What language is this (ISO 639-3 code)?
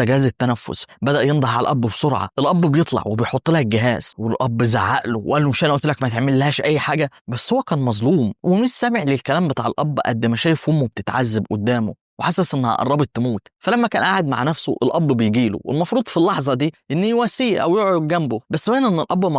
arz